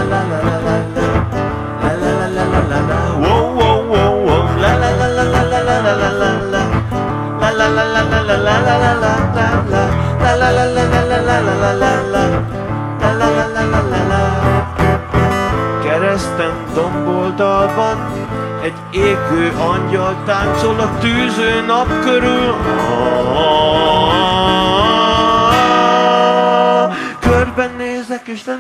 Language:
Hungarian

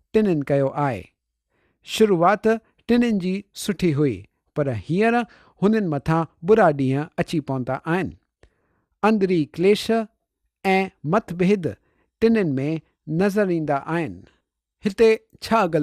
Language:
Sindhi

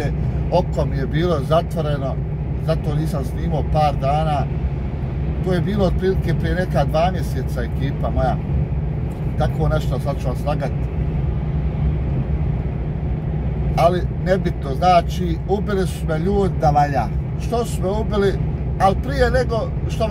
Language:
Croatian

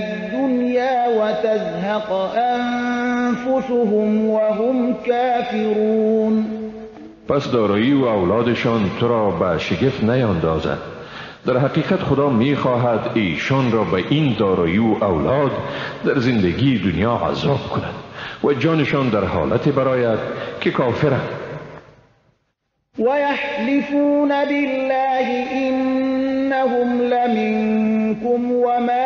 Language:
Persian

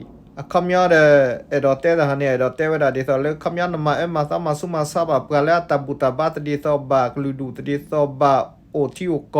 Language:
S'gaw Karen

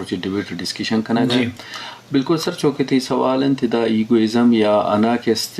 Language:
Eastern Balochi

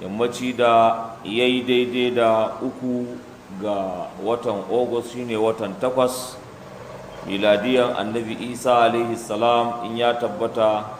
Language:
Hausa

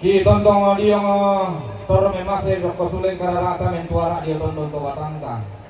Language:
Toraja-Sa'dan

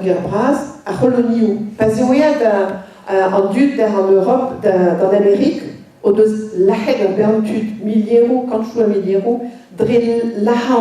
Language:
Breton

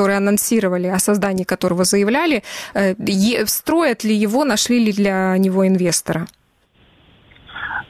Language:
Russian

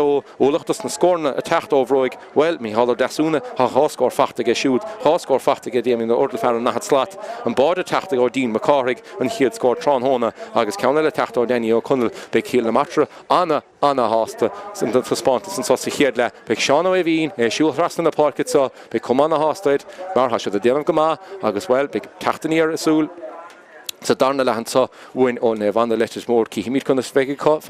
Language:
Irish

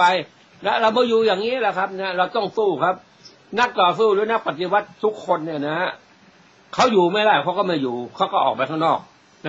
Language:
Thai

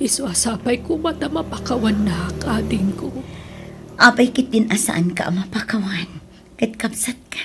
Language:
Iloko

